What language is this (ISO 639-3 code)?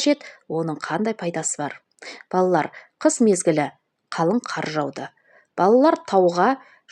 kaz